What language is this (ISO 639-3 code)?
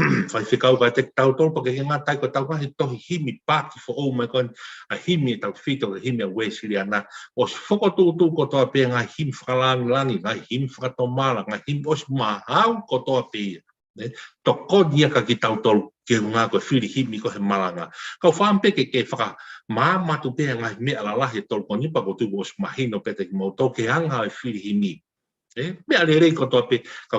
ton